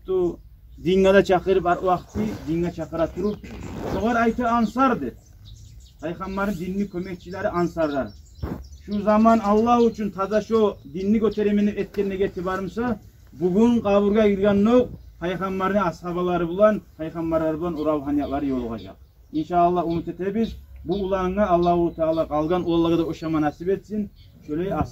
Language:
Kumyk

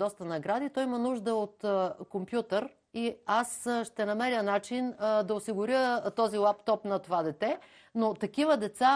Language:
Bulgarian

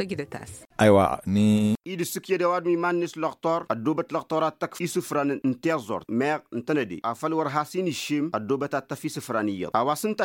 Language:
Tamasheq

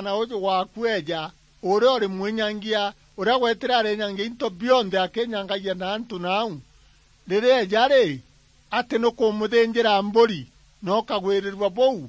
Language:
Meru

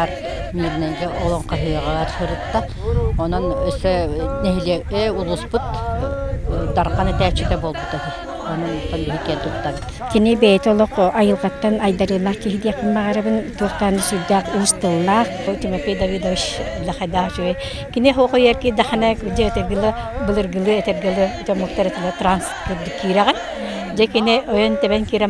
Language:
Yakut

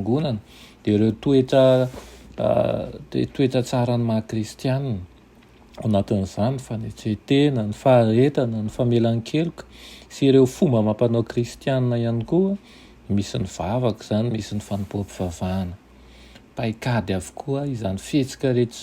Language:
Malagasy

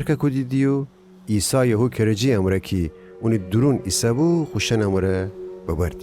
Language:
Gilaki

